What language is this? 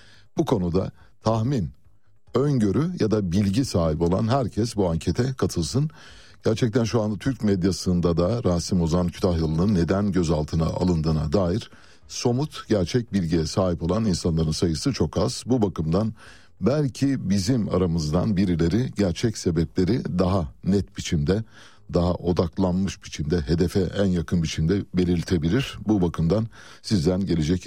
Turkish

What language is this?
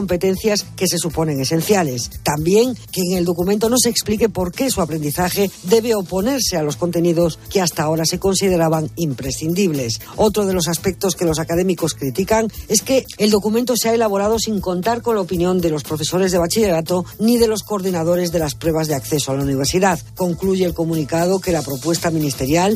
Spanish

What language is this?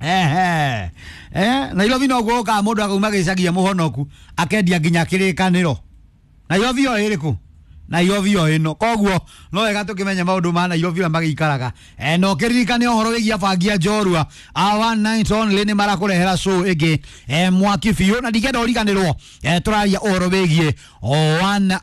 Kikuyu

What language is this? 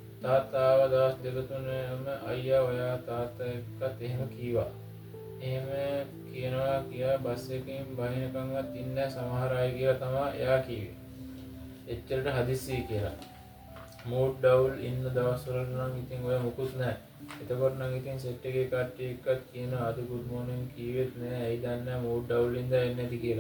Sinhala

